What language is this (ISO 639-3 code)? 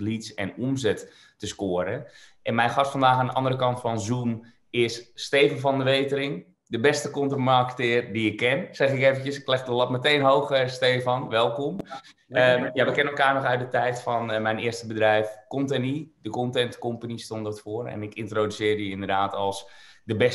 nld